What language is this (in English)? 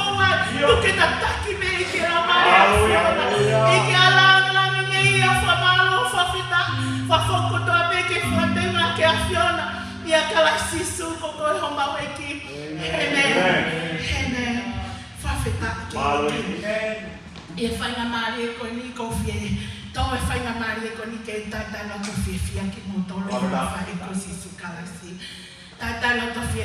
Tongan